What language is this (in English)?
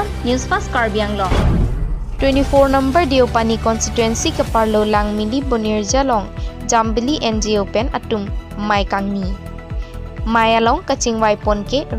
Karbi